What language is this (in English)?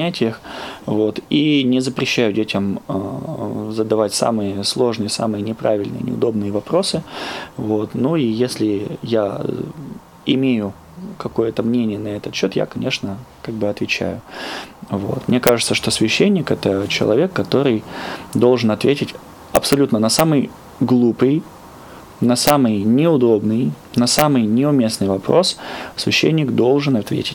Russian